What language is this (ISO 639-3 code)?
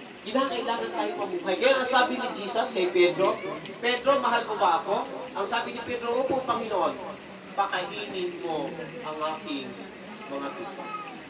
fil